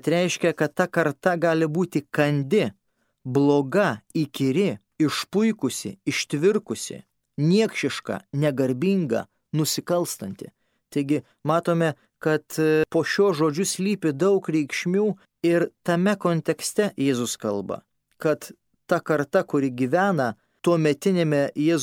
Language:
Lithuanian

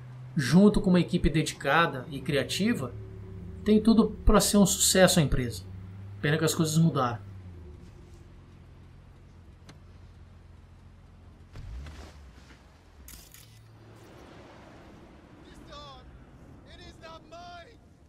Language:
Portuguese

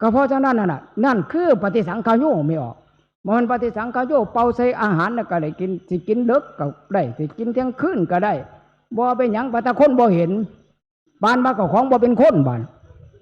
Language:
Northeastern Thai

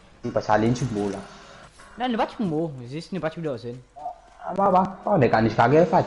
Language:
Morisyen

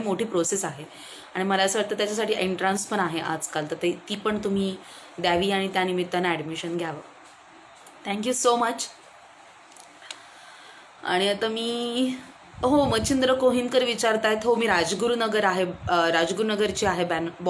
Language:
Marathi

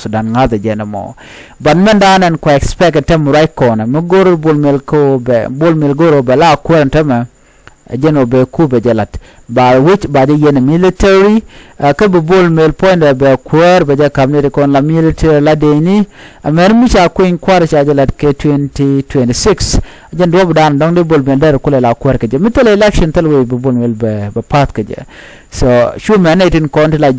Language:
Nuer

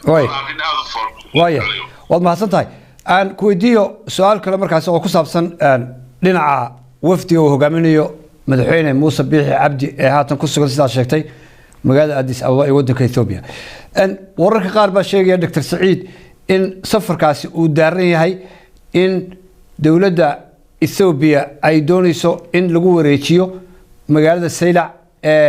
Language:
Somali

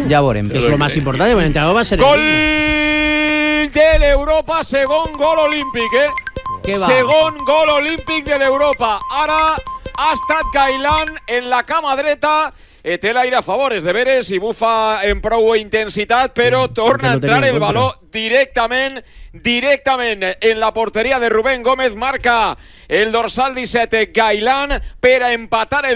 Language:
Catalan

